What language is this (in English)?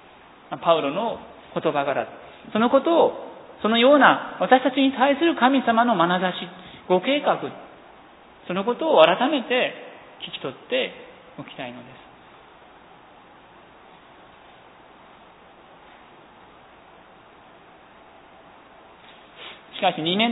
Japanese